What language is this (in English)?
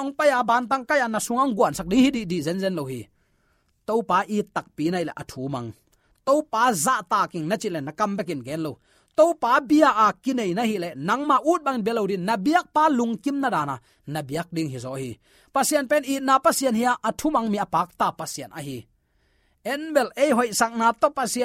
Tedim Chin